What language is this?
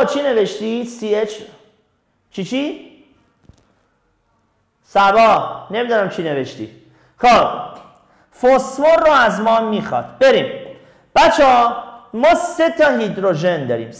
Persian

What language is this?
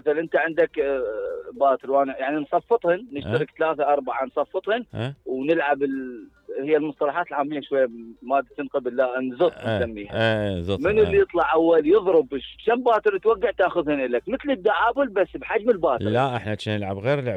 Mesopotamian Arabic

